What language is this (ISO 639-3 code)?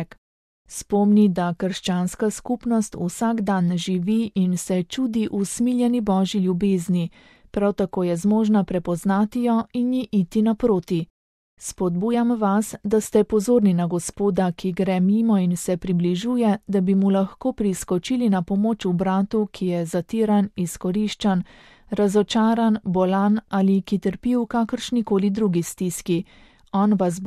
slv